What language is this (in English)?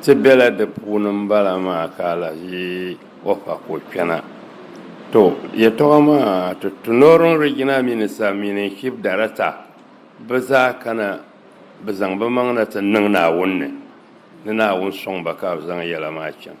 Dagbani